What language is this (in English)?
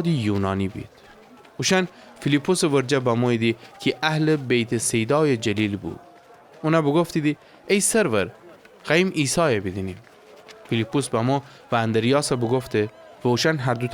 Gilaki